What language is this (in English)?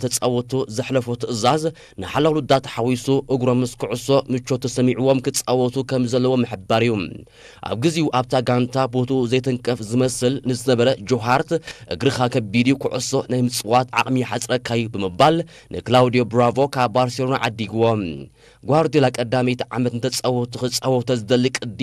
Tigrinya